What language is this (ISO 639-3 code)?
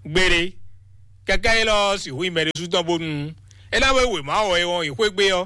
fon